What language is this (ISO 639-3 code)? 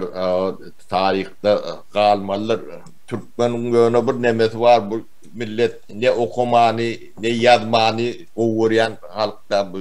tuk